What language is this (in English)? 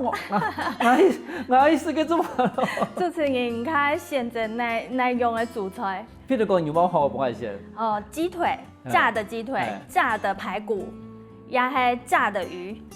Hakka Chinese